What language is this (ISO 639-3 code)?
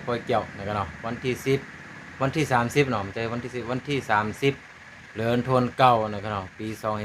shn